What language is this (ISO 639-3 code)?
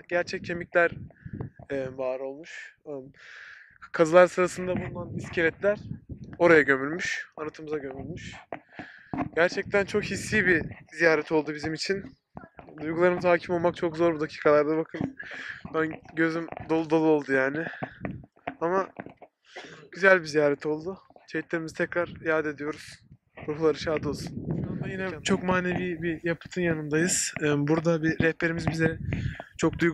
tur